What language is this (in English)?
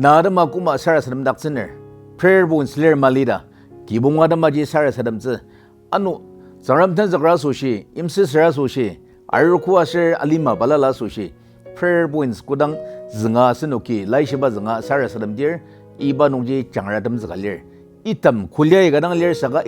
Ao Naga